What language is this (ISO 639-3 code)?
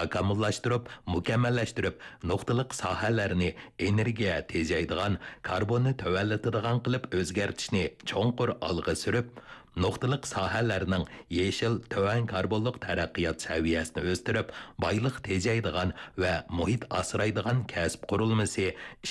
uig